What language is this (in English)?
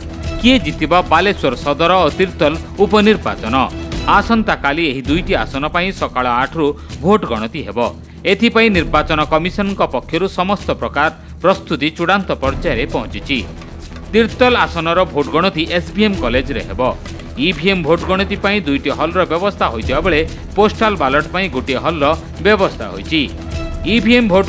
Odia